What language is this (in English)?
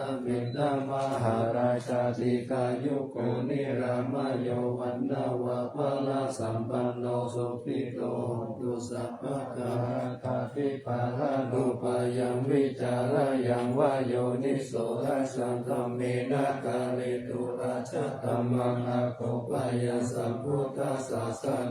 Pali